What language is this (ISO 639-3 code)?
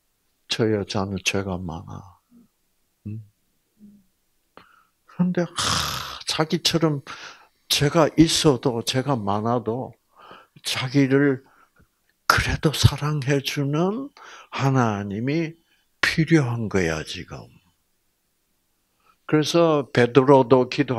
kor